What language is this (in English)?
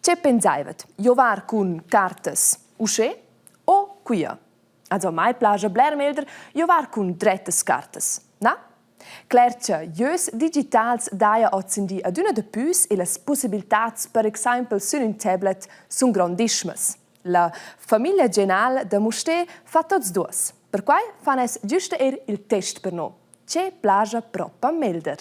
Romansh